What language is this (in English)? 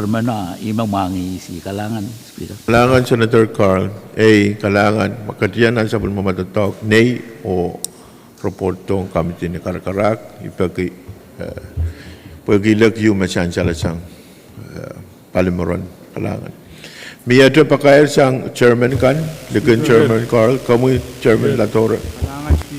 Pohnpeian